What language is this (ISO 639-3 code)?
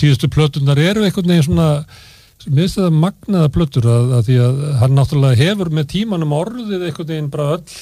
isl